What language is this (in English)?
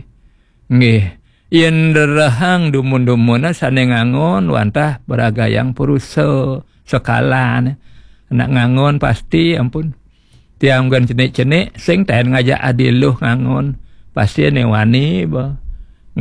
Balinese